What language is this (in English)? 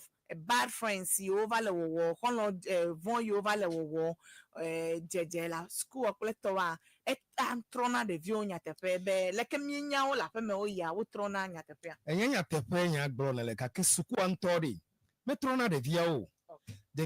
Ewe